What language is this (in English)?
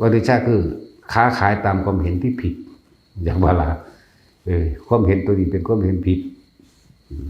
Lao